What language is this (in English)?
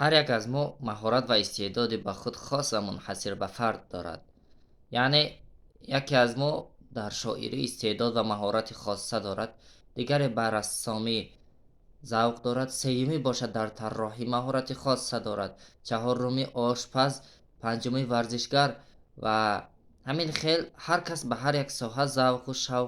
Tajik